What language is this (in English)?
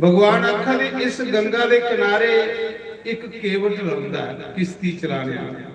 Dogri